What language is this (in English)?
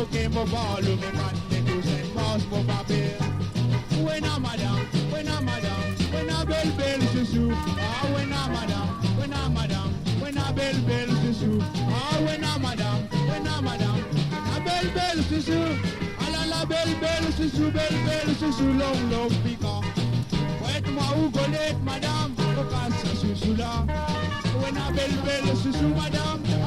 Morisyen